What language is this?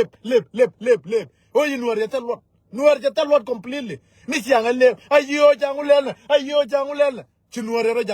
Nuer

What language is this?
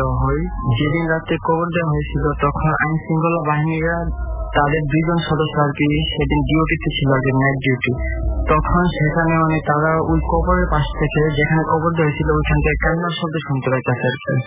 Bangla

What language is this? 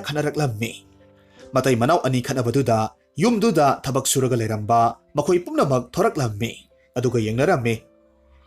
Manipuri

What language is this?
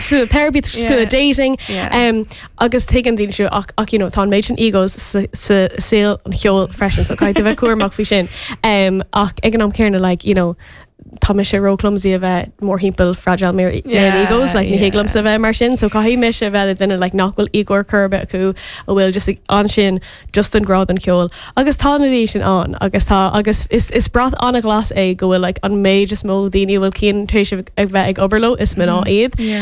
Irish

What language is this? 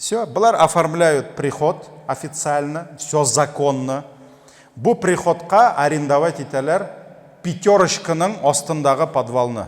Tatar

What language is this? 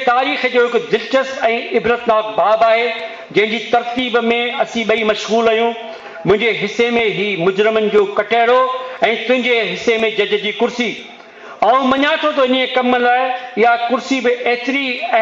Sindhi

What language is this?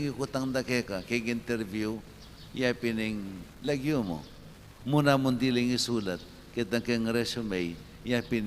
Pampanga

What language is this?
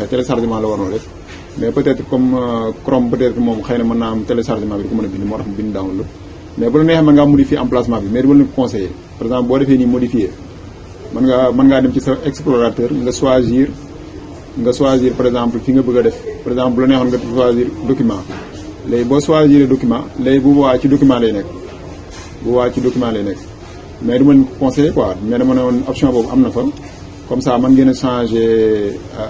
Wolof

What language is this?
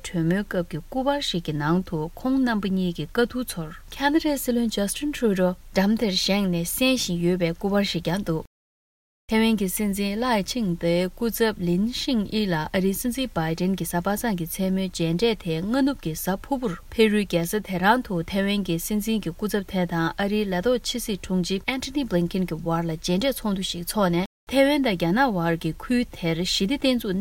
Tibetan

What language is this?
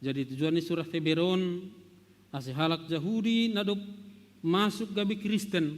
Batak Simalungun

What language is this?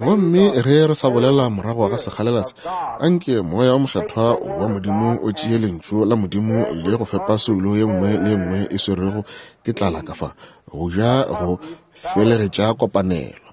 Northern Sotho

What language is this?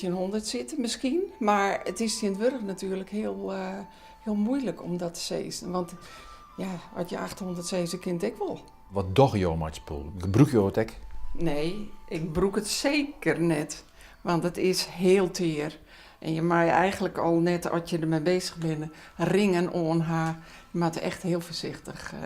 Western Frisian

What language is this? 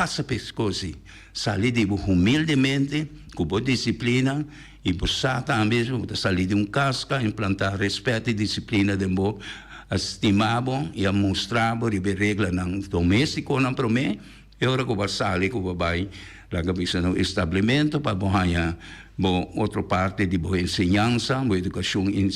Papiamento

